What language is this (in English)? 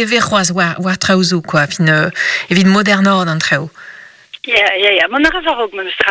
Breton